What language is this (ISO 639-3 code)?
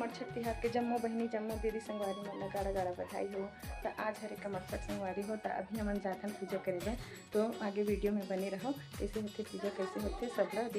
hne